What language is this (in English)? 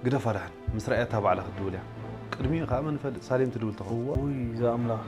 Tigrinya